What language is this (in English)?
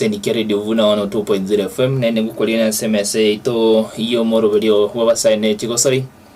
Gusii